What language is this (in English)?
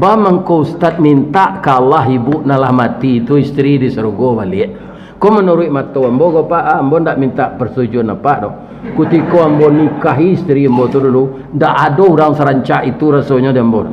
Minangkabau